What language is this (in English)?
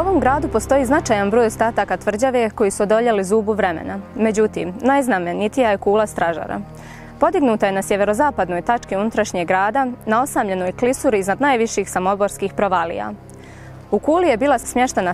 Bosnian